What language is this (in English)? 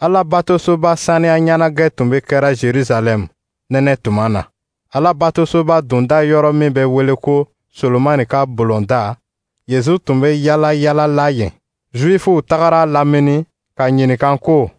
Dyula